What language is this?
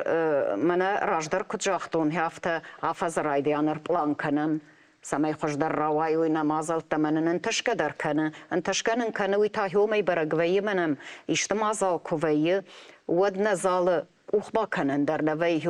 Ossetic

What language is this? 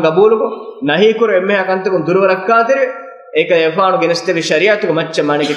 Divehi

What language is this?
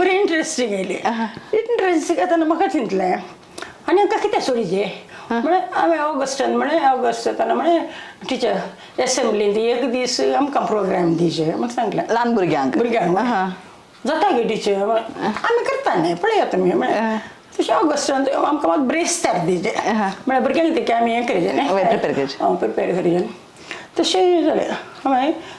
Konkani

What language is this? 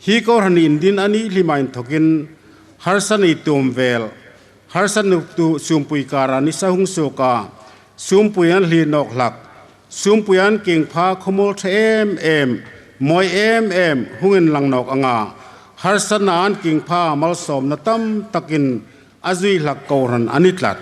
Hmar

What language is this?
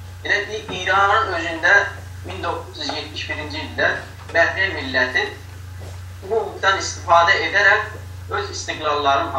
South Azerbaijani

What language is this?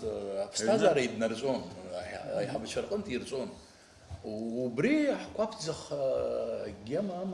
Abkhazian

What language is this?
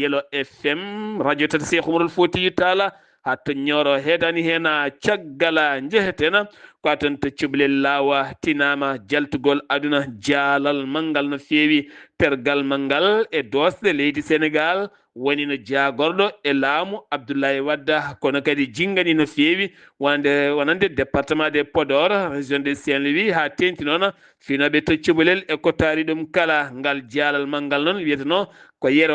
Fula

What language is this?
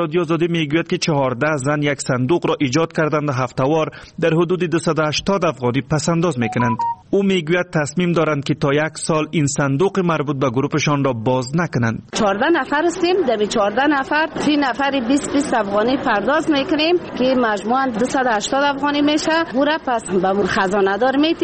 Persian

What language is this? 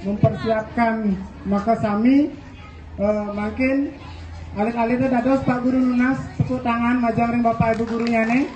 Balinese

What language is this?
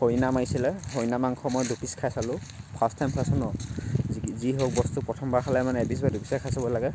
Assamese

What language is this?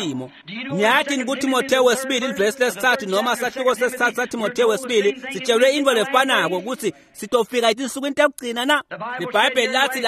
Swati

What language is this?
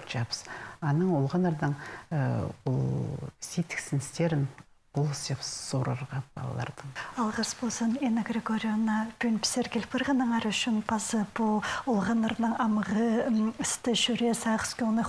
Khakas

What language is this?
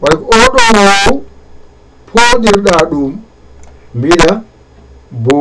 Fula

